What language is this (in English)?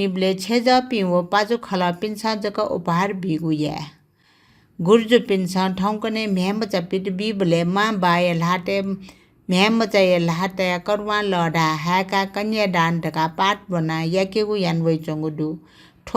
Newari